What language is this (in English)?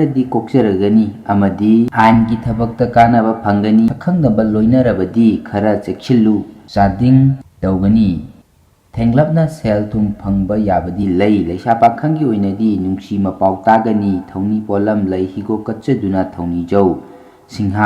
Manipuri